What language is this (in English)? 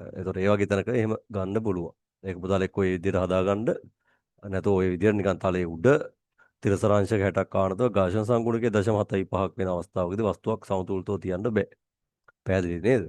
Sinhala